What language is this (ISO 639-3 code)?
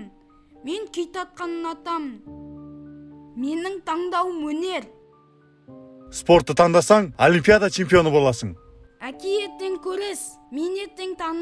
kaz